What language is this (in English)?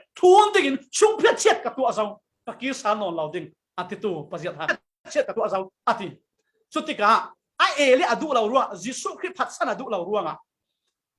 Falam Chin